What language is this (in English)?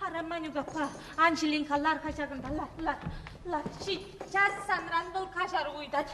Chuvash